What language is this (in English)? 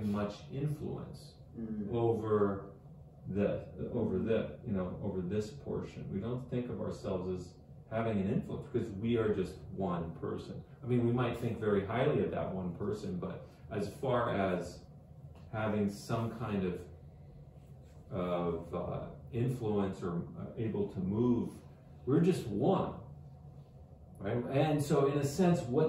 English